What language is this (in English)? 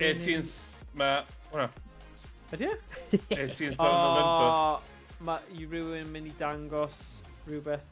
Welsh